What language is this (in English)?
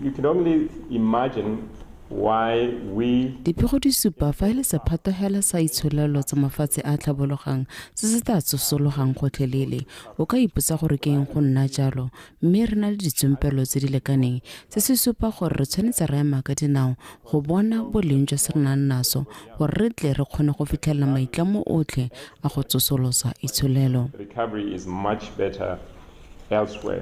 Tswana